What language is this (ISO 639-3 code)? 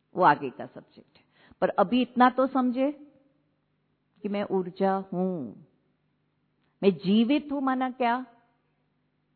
hin